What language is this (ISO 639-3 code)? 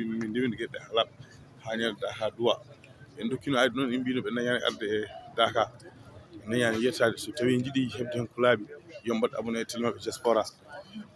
ful